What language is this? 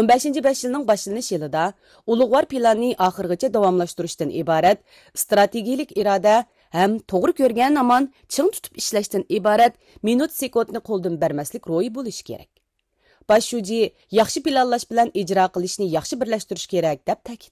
Uyghur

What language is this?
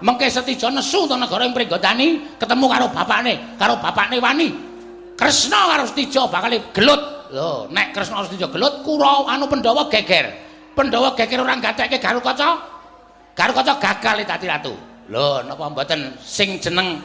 Javanese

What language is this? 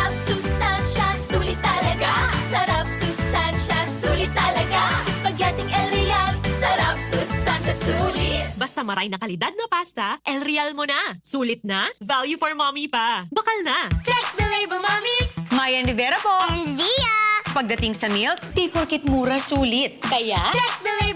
Bikol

